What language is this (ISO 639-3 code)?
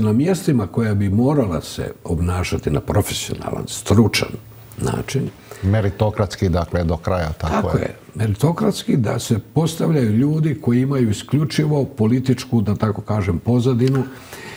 hrv